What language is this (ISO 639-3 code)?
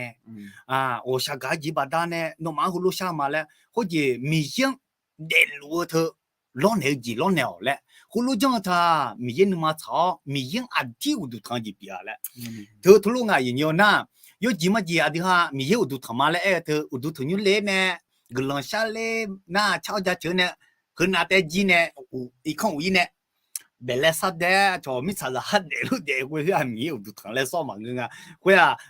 ahk